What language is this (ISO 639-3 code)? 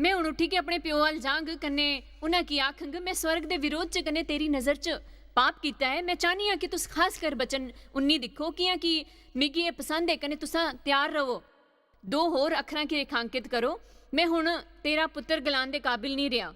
doi